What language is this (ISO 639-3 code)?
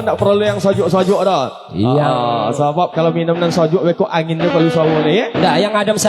min